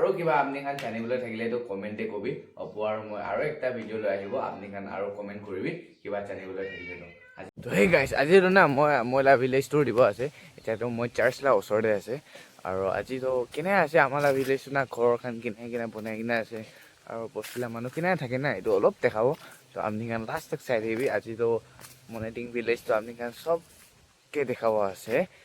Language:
Naga Pidgin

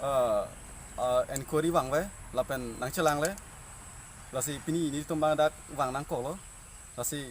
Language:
Karbi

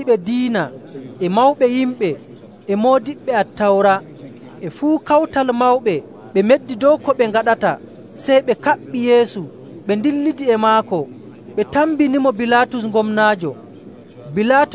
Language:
Nigerian Fulfulde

